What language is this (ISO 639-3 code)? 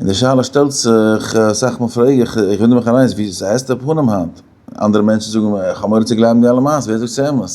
yid